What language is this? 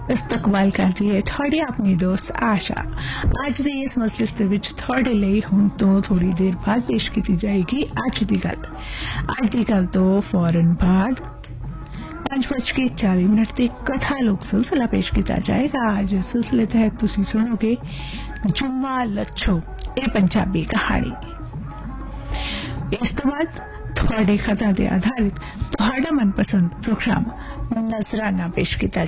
Punjabi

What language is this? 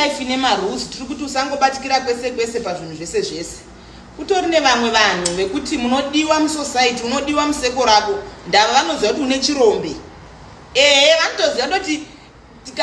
Shona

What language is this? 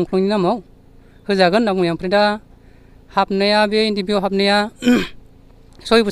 Bodo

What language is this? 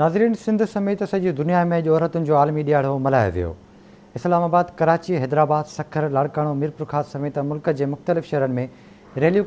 Sindhi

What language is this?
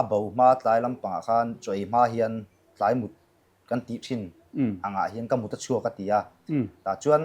Mizo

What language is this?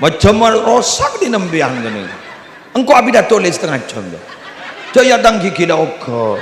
Madurese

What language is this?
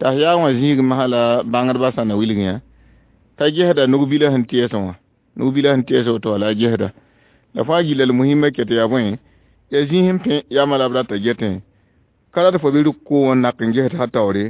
Mossi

